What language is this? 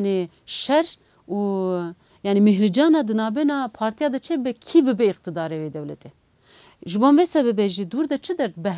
Kurdish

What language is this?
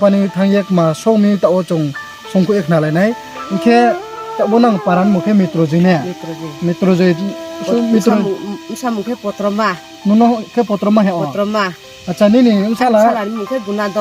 Riang (India)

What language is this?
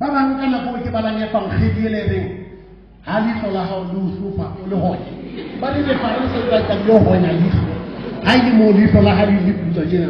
Southern Sotho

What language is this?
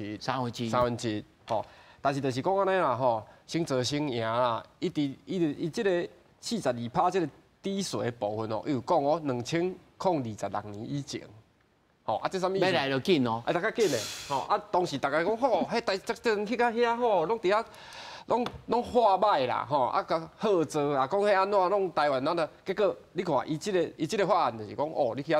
Min Nan Chinese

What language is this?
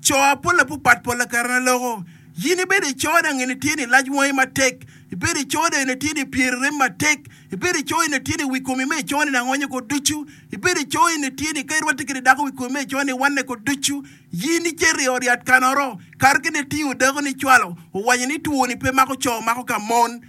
Acoli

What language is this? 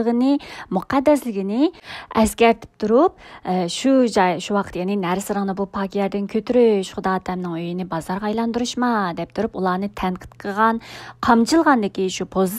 Uyghur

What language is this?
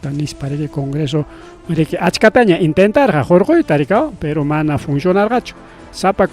Ayacucho Quechua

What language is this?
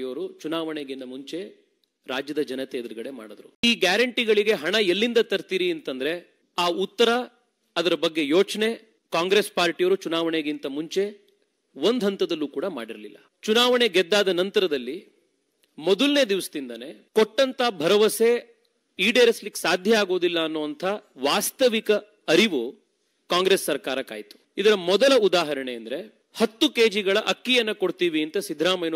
Kannada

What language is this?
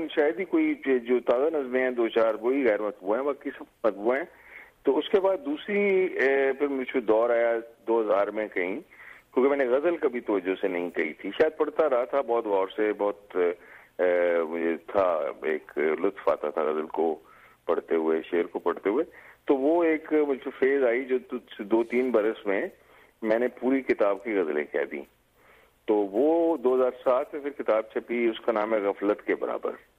Urdu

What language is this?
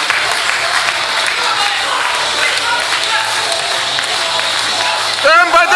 Estonian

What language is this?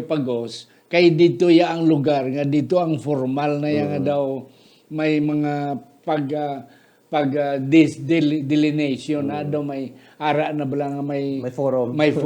Hiligaynon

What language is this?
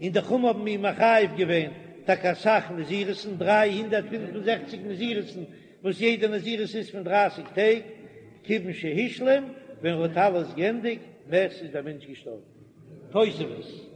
Yiddish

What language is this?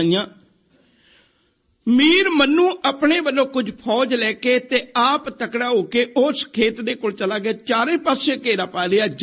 Punjabi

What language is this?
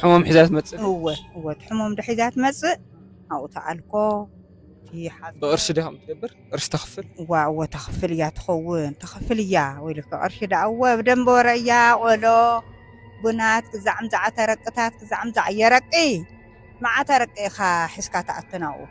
Tigrinya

